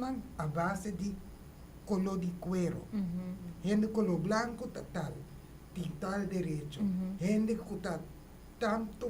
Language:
Papiamento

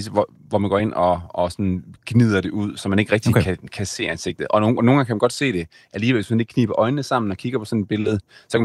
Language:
Danish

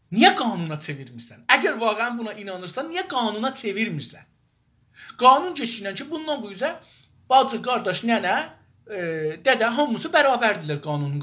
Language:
South Azerbaijani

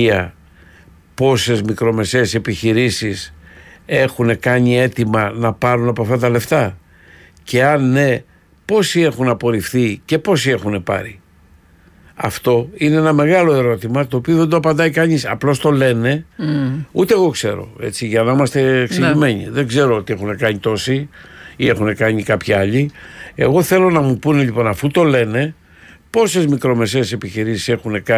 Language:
Greek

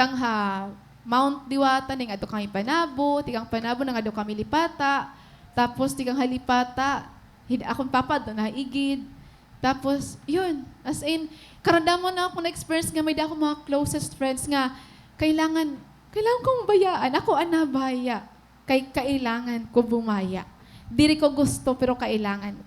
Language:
Waray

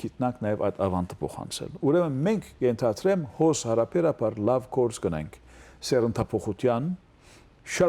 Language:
Western Armenian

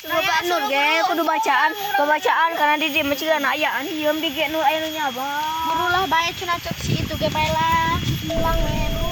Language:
Sundanese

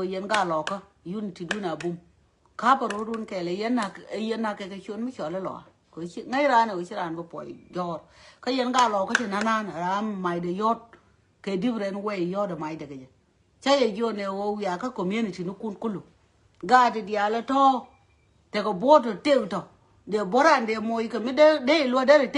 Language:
Nuer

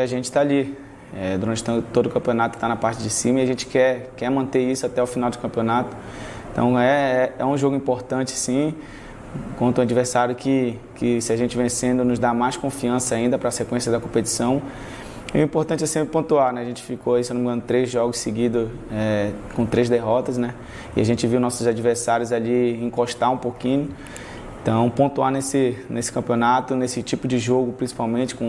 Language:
Portuguese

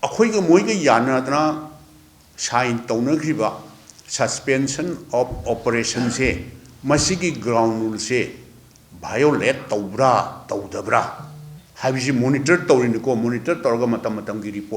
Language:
Manipuri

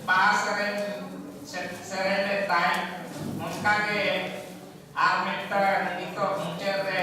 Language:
Santali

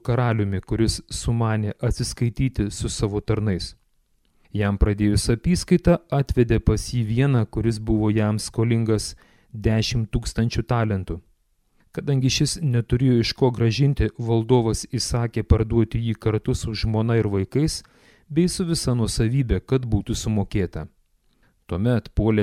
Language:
Lithuanian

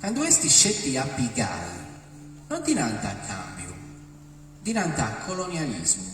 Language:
Sardinian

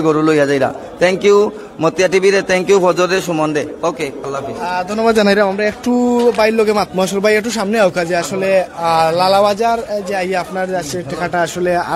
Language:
Sylheti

